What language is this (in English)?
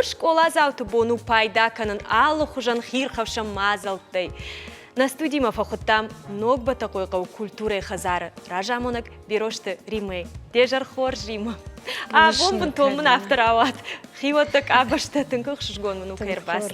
Ossetic